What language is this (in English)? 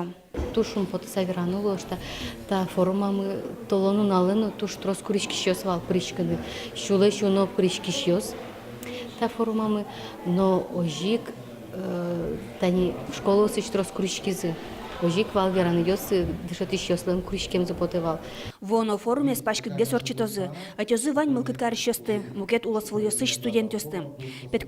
Udmurt